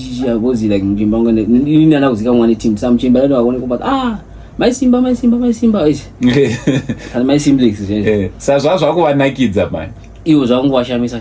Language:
Shona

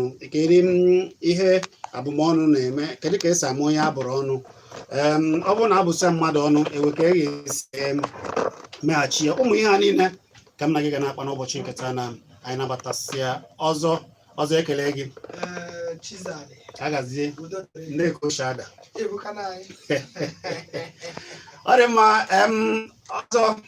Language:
Igbo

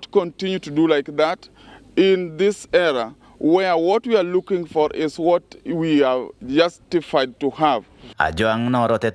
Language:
Meru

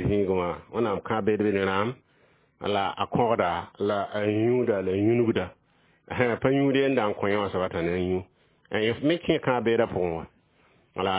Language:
Mossi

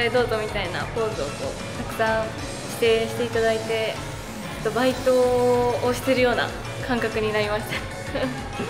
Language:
Japanese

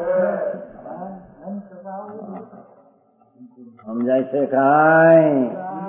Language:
Gujarati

